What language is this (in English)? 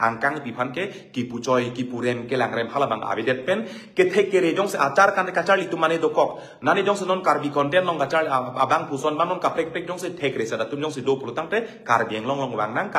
Karbi